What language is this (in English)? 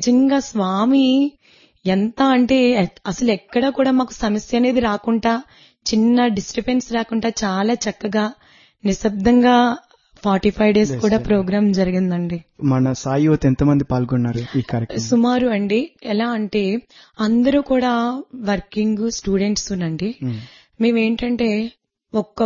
Telugu